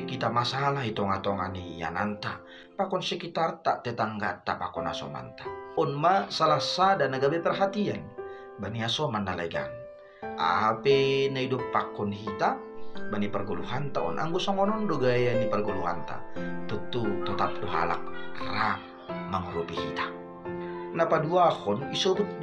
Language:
Batak Simalungun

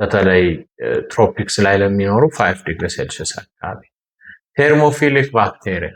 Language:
Amharic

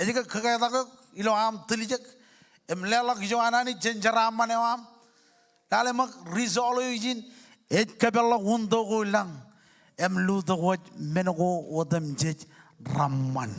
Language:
Marshallese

